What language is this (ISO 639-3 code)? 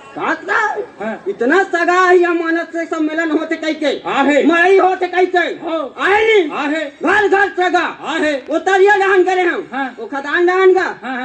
hne